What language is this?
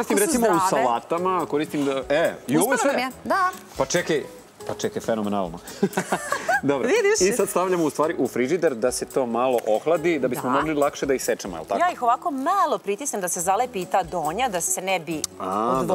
Serbian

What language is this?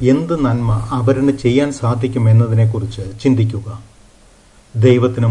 Malayalam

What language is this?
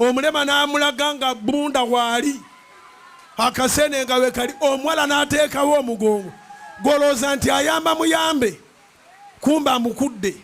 Ganda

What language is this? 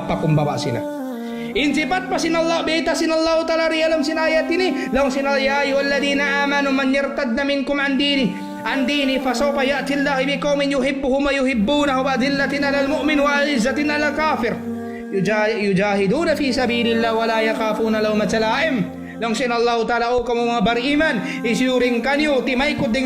Tausug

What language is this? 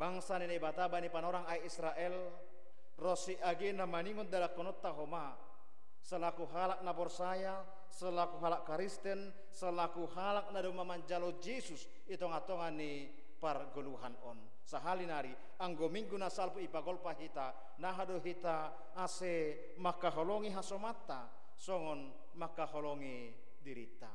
Batak Simalungun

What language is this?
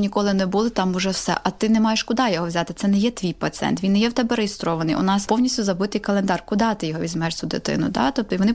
Ukrainian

